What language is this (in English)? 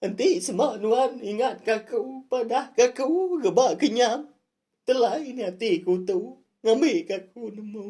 Iban